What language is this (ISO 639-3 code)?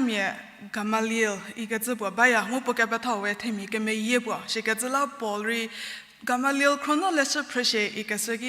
njm